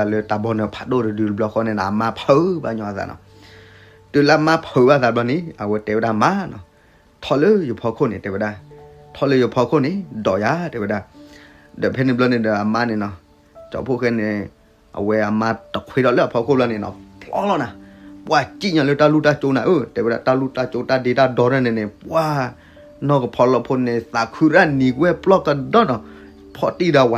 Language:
S'gaw Karen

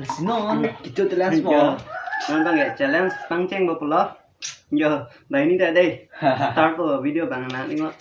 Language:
Karbi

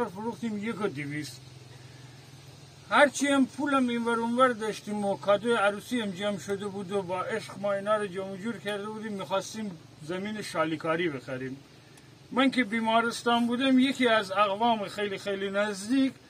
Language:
Persian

